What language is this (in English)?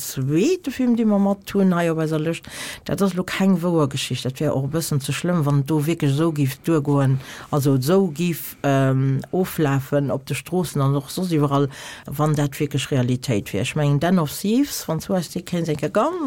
Luxembourgish